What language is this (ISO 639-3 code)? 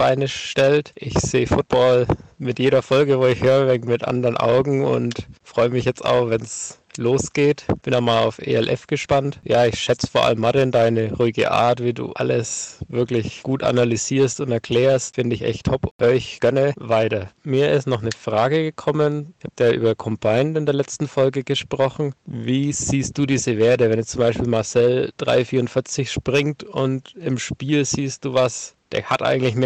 deu